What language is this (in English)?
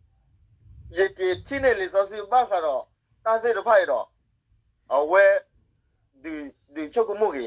S'gaw Karen